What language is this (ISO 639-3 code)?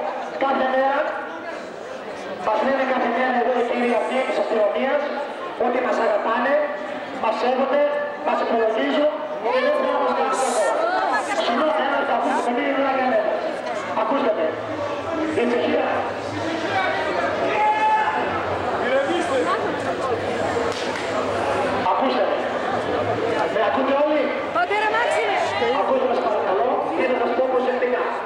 ell